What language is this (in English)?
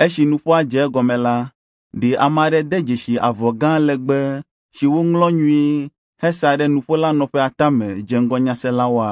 Ewe